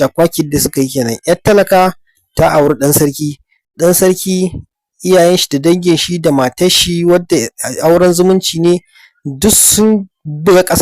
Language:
Hausa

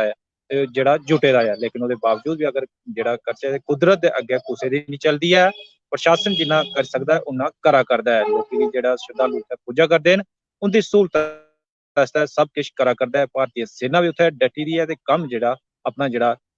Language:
Dogri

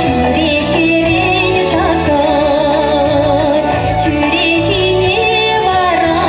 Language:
Chuvash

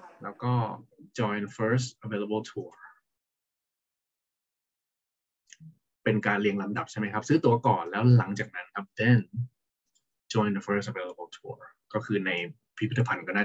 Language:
Thai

